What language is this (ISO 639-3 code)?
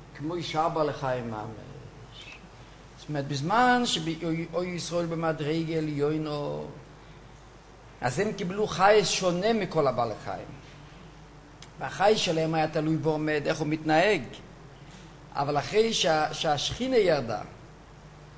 heb